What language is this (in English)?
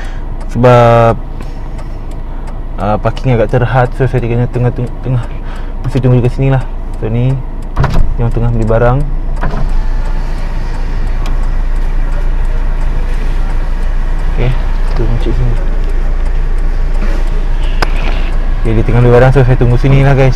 Malay